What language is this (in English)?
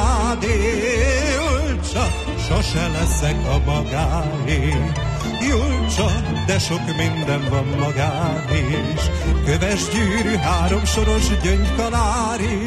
Hungarian